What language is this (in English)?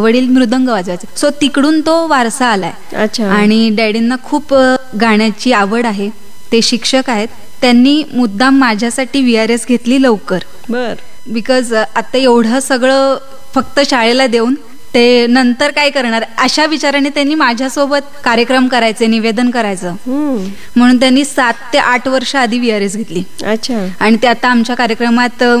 Marathi